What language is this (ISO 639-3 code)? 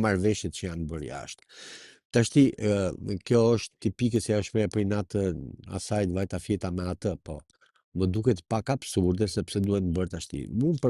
sqi